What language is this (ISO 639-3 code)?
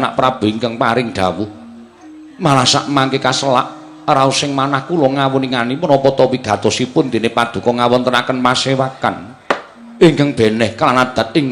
jav